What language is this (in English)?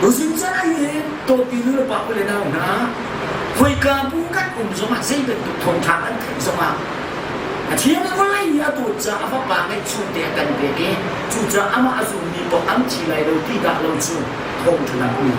Hakha Chin